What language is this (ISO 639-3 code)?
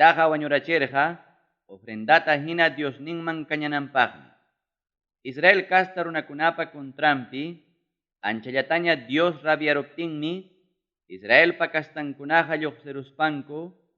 quy